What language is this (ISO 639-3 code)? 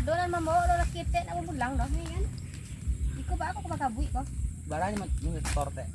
min